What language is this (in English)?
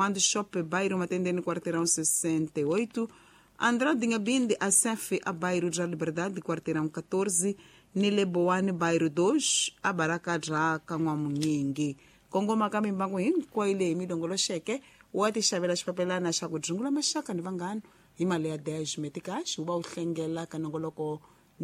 Tsonga